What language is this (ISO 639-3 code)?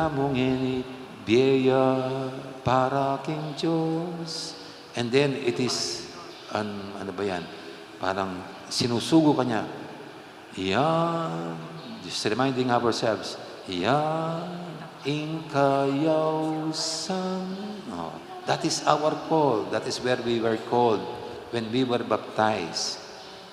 pam